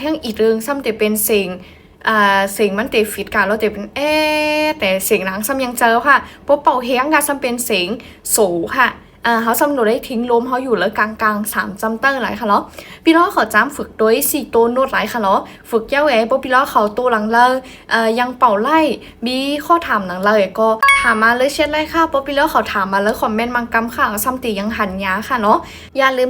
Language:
Shan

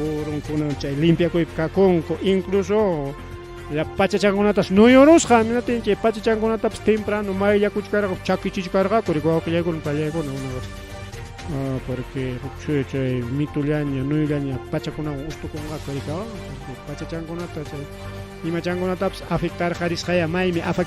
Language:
Ayacucho Quechua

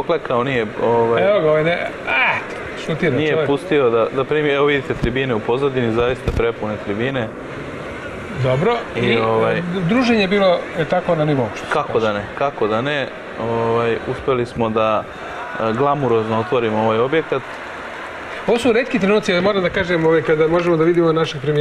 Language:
Serbian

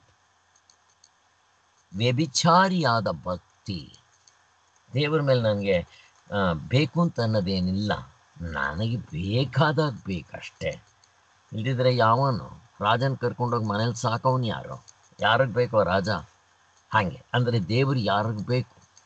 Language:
Kannada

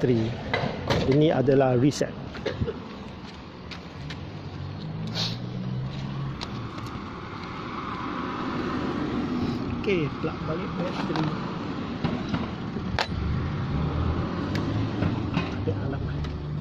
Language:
Malay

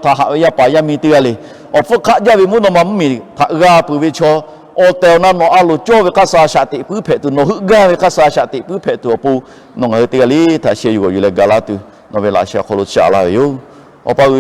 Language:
Lahu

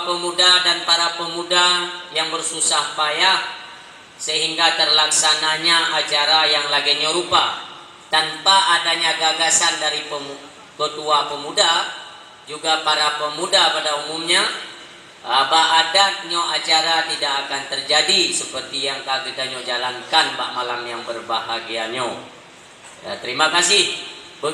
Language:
Achinese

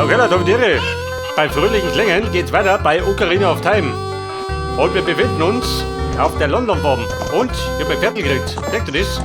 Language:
Bavarian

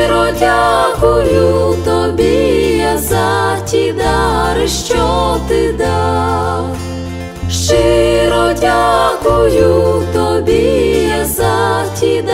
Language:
Ukrainian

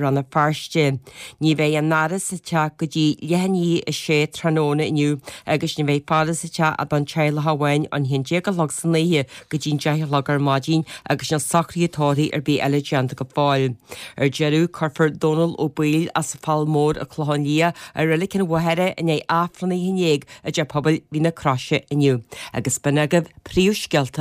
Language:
Irish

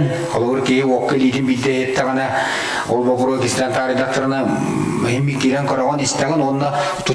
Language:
Yakut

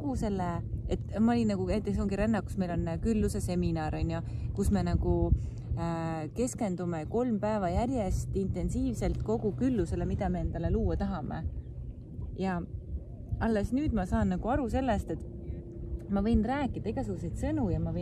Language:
Estonian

